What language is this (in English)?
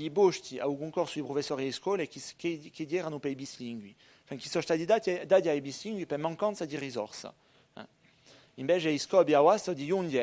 Corsican